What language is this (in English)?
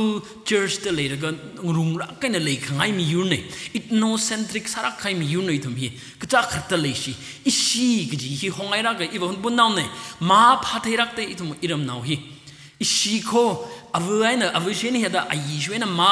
Tangkhul Naga (India)